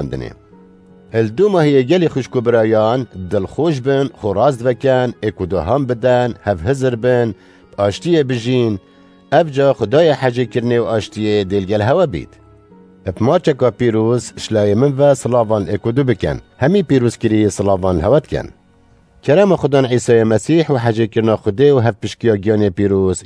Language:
Kurdish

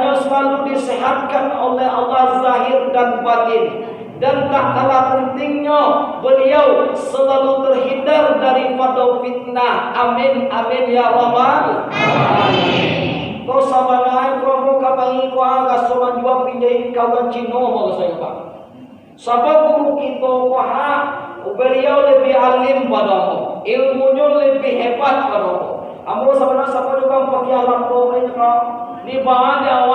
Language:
Minangkabau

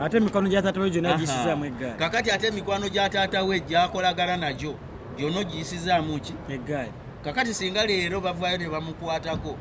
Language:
Ganda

